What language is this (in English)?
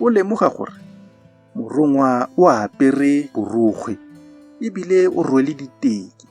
Tswana